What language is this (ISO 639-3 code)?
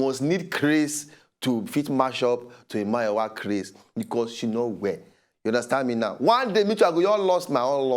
pcm